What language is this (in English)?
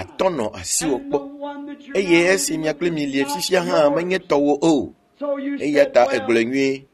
Ewe